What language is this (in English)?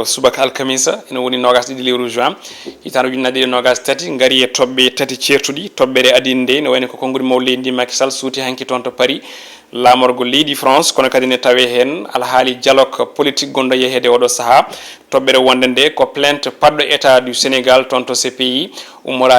Fula